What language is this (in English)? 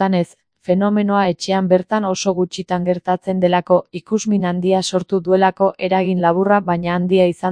Basque